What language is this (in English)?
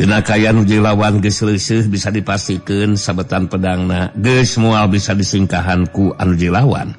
Sundanese